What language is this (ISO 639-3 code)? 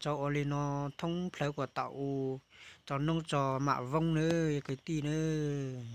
hmn